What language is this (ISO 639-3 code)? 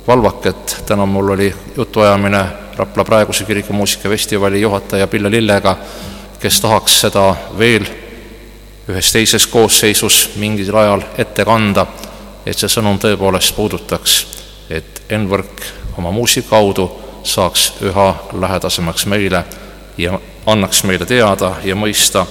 est